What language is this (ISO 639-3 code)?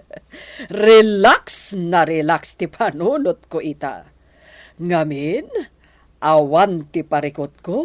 ilo